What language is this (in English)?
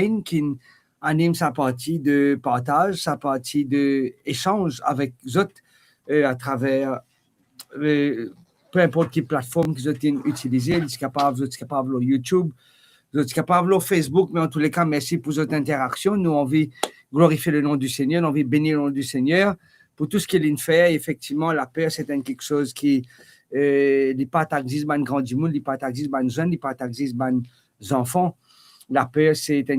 Morisyen